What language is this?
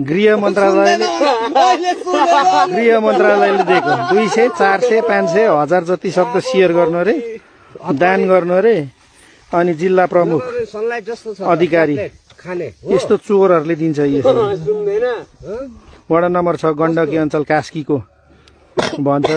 Nepali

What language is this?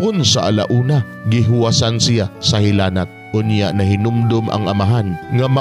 Cebuano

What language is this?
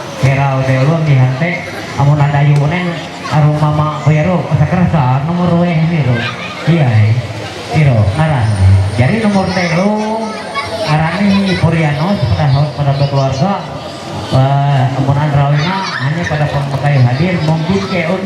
Ma'anyan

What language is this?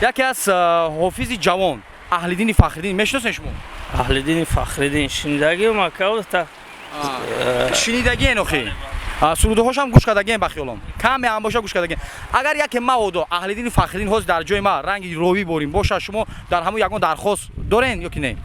Tajik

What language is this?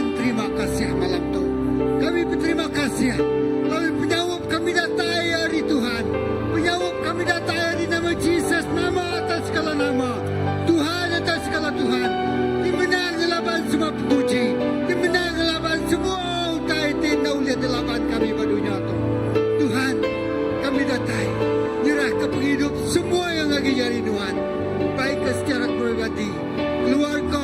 Iban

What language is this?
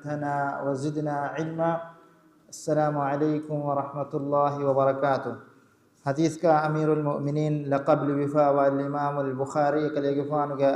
Divehi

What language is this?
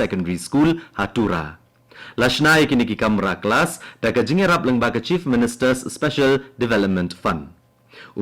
Khasi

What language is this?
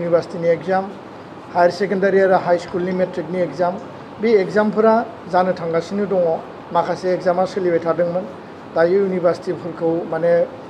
Bodo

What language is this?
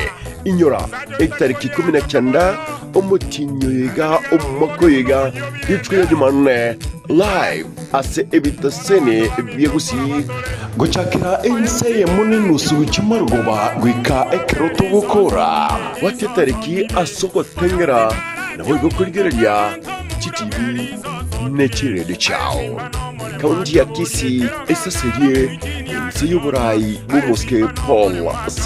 Gusii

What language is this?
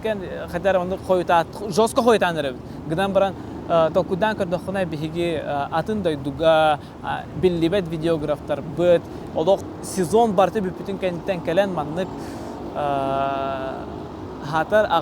Yakut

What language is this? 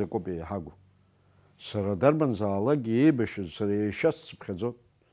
Abkhazian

